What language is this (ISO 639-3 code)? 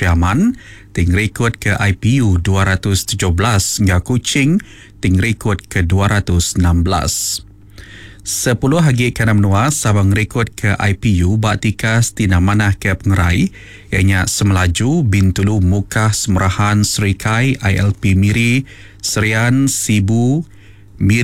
iba